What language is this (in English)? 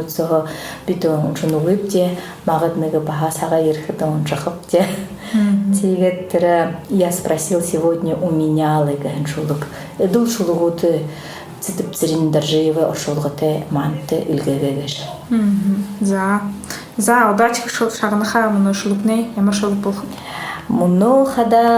Buriat